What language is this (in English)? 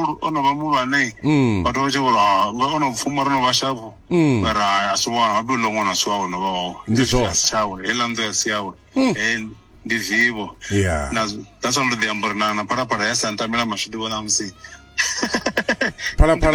Venda